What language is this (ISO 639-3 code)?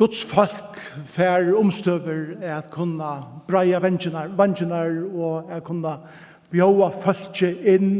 fao